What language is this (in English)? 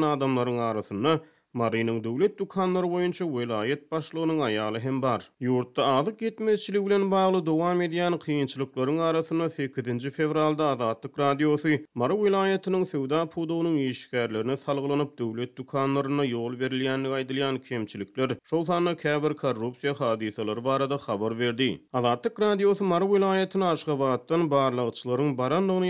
Turkmen